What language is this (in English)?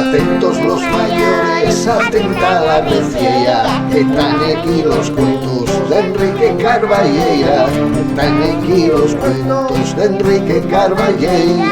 Asturian